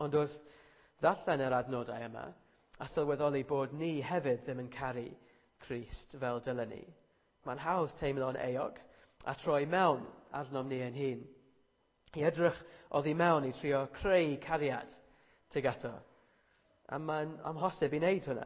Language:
Welsh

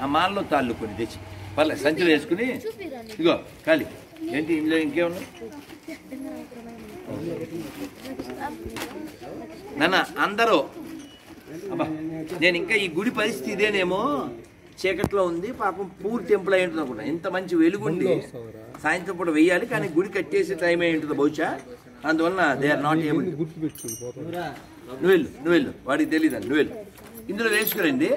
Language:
Telugu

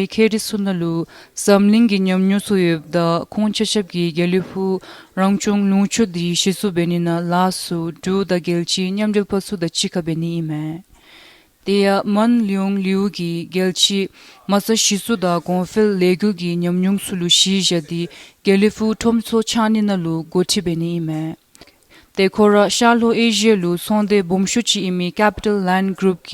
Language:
Dzongkha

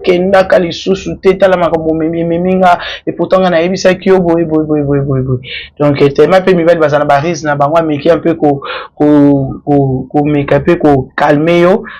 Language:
Lingala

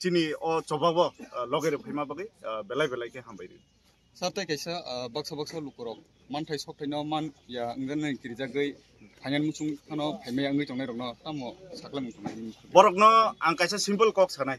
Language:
Kok Borok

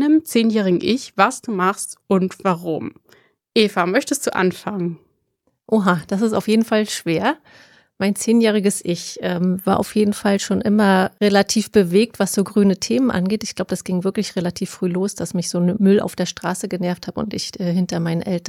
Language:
German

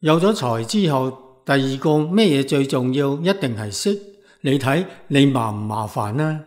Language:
Cantonese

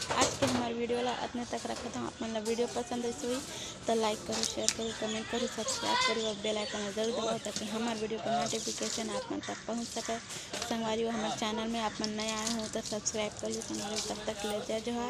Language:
Chhattisgarhi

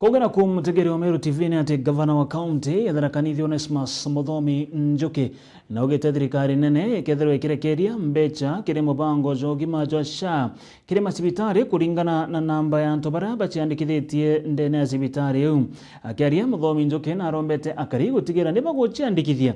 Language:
Meru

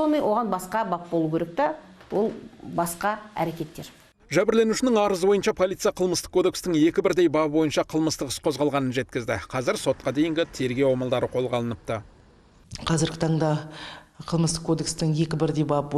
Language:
Kazakh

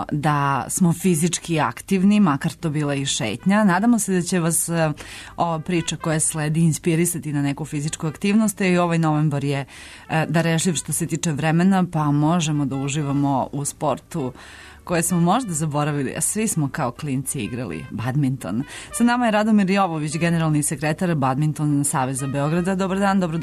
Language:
Serbian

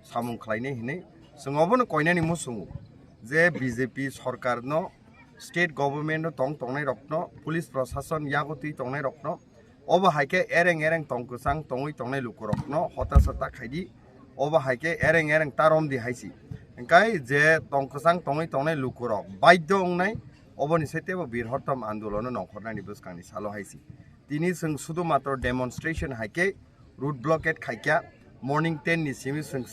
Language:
Kok Borok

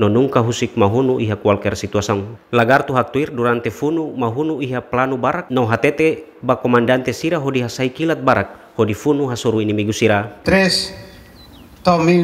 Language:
Tetum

